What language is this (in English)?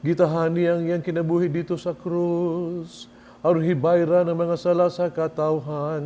Cebuano